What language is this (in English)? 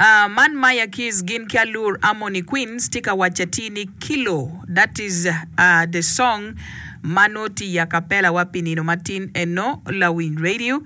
Acoli